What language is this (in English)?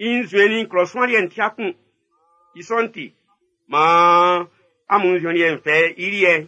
Baoulé